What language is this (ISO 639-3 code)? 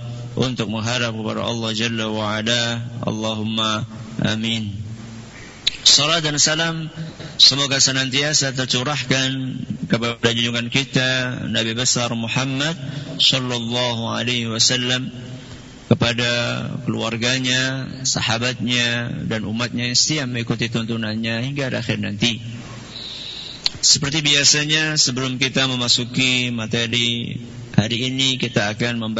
ind